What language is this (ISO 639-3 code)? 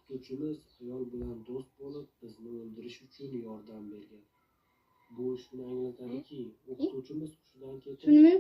uzb